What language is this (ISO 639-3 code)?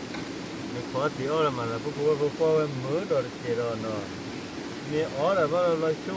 ksw